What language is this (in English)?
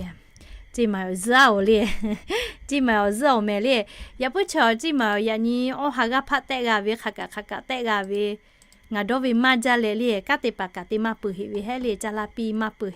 Lahu